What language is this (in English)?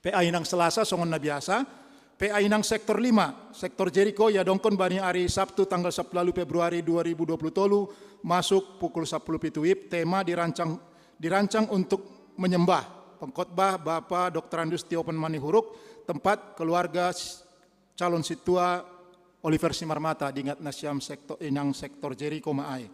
Batak Simalungun